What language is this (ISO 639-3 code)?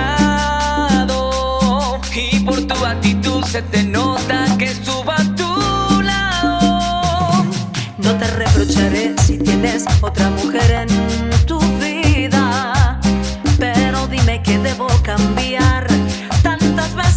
spa